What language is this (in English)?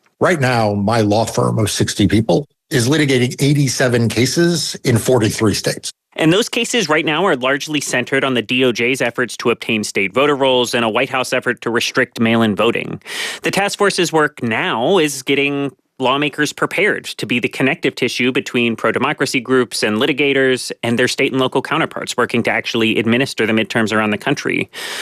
English